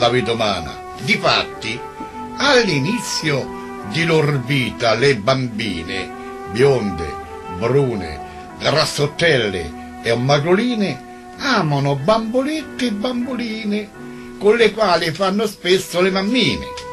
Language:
Italian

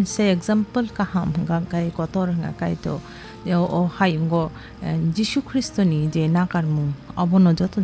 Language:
Kok Borok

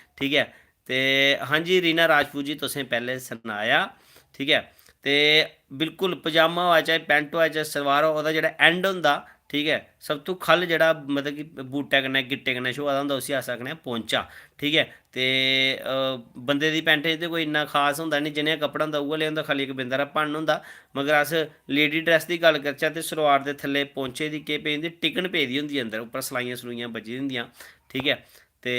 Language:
Dogri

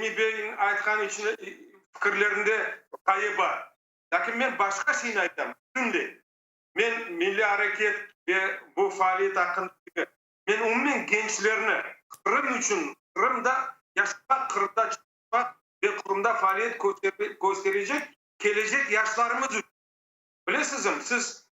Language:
Crimean Tatar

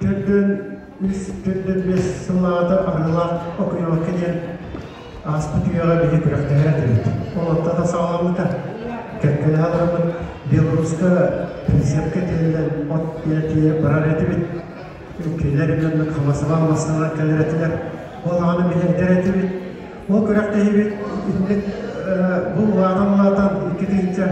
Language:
Yakut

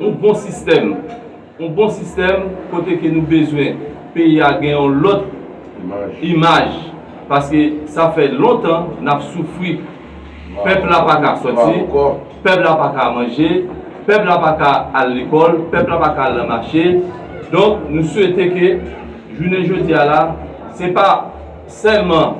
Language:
Haitian Creole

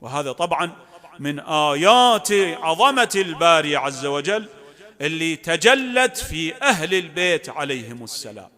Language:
Mesopotamian Arabic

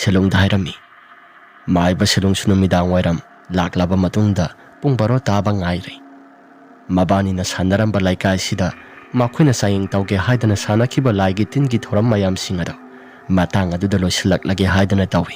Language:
Manipuri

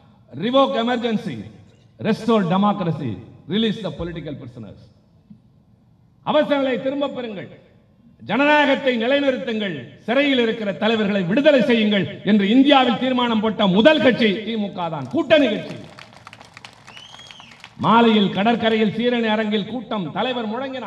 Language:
Tamil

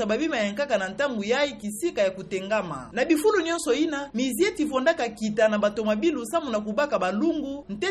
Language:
Kituba (Democratic Republic of Congo)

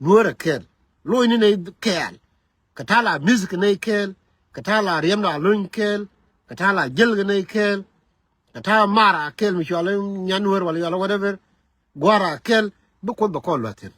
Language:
Nuer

